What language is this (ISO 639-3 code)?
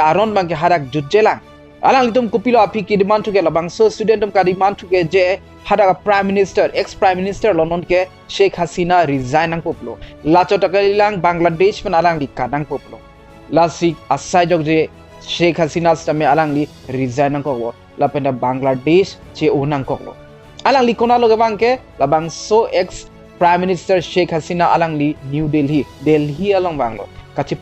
mjw